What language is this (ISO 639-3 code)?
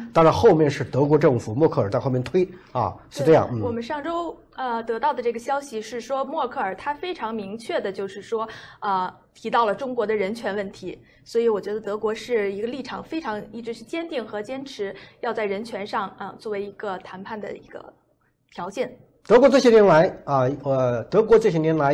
zho